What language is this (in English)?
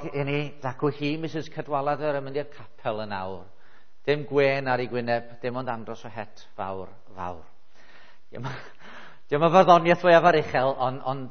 Welsh